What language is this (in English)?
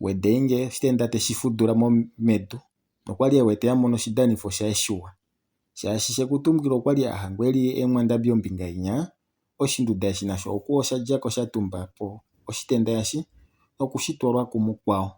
Kuanyama